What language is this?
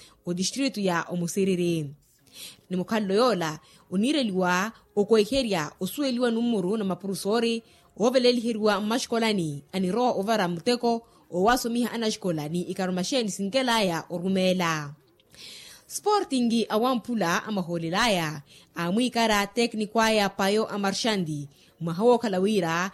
Makhuwa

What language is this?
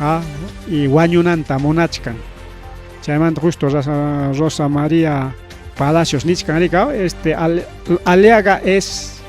Ayacucho Quechua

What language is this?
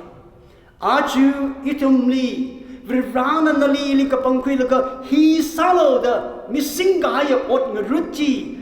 Tangkhul Naga (India)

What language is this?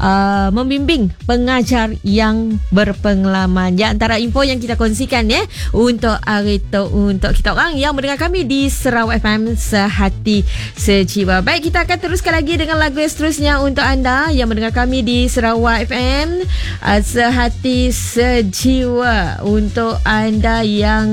Malay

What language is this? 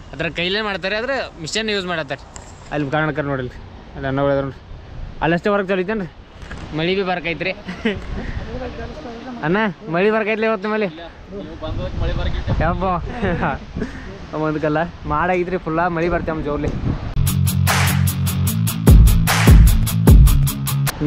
Kannada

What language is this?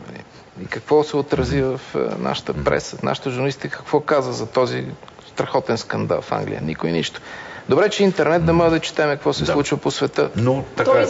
Bulgarian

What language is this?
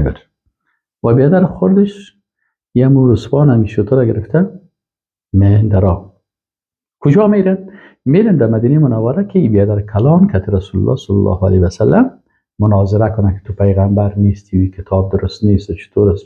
Persian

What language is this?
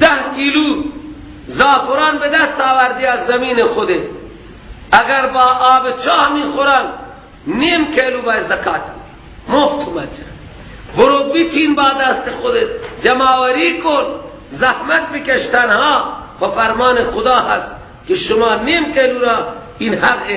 Persian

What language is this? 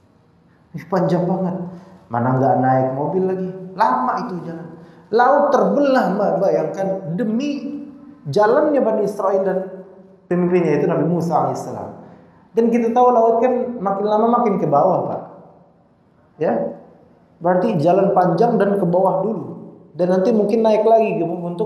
Indonesian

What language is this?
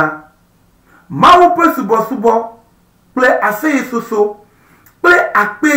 Ewe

